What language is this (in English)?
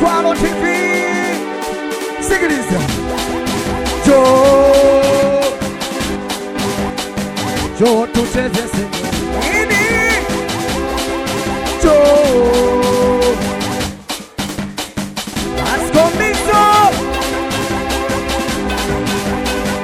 Swahili